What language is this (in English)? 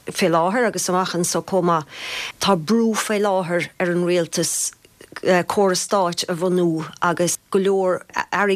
Irish